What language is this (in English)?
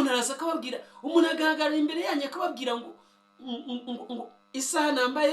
Kinyarwanda